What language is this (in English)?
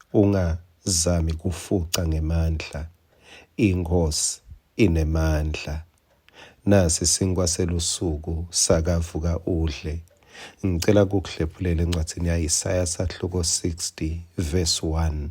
Swati